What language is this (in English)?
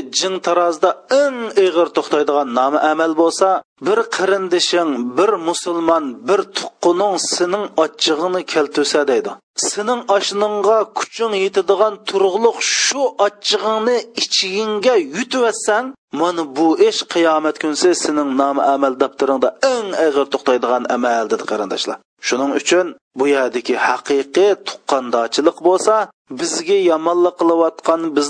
Uyghur